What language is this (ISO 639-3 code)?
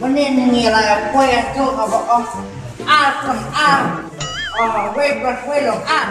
kha